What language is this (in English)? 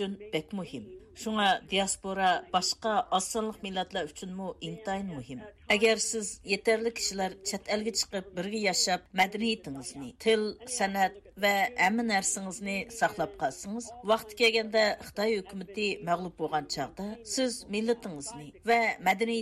Uyghur